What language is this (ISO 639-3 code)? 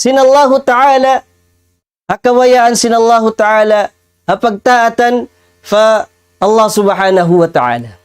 tsg